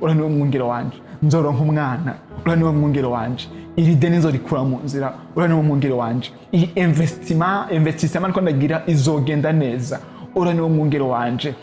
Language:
Rundi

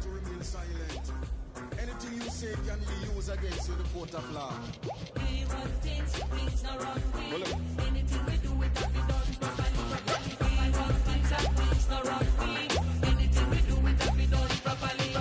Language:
Jamaican Creole English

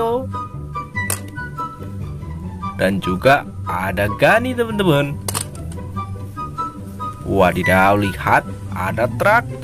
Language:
Indonesian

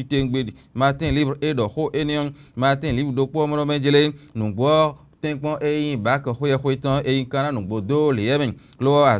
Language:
Fon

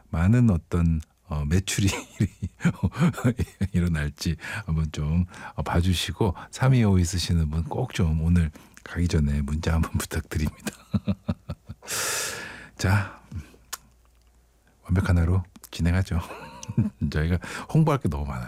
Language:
Korean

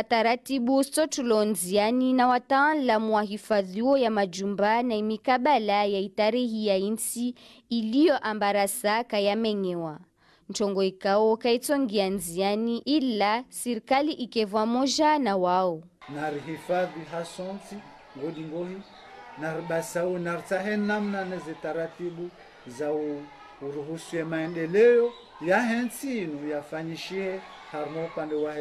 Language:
Ngazidja Comorian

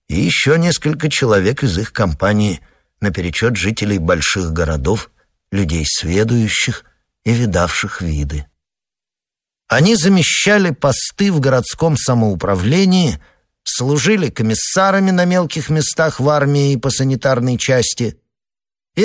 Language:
Russian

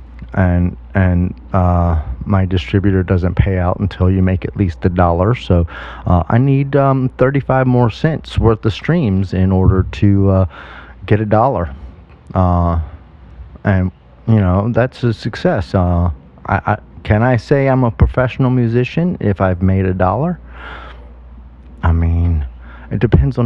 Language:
English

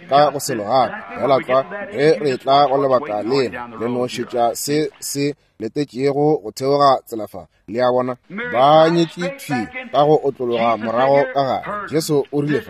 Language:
Northern Sotho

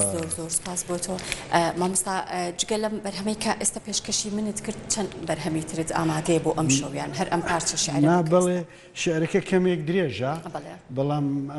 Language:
Central Kurdish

